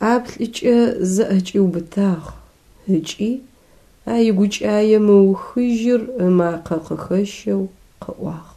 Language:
Adyghe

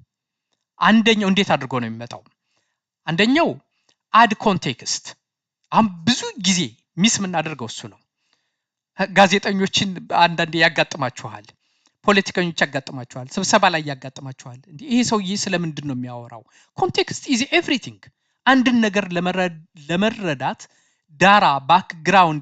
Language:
Amharic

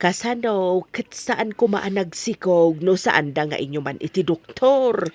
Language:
Iloko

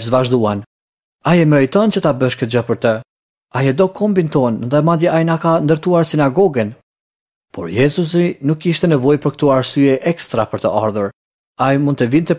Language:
Albanian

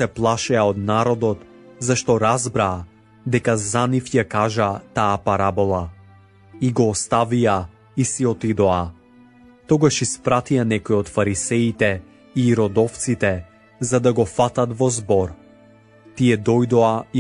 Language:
Macedonian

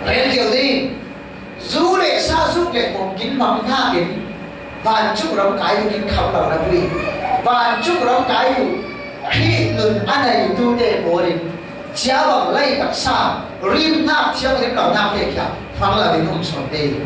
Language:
Falam Chin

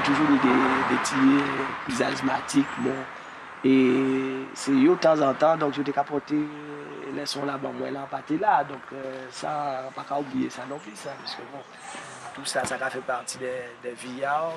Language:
Guadeloupean Creole French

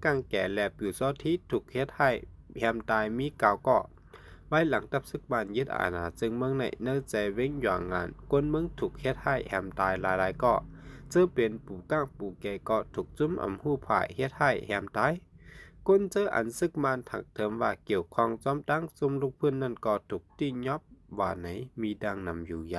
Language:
Shan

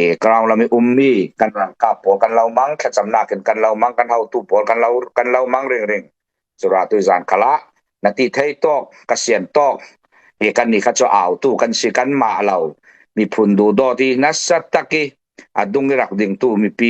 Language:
Falam Chin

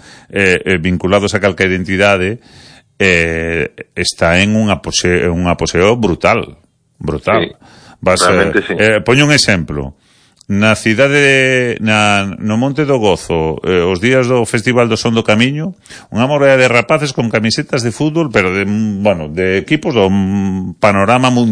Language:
Galician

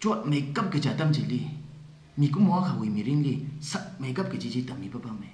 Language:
Tangkhul Naga (India)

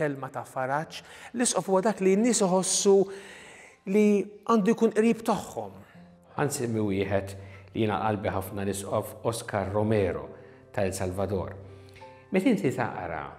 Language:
Maltese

